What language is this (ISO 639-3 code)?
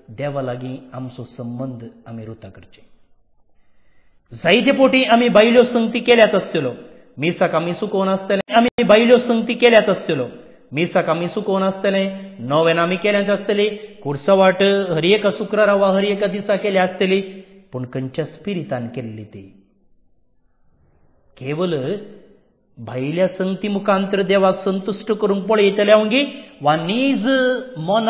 kok